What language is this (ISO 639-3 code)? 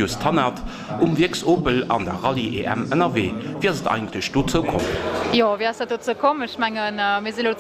ltz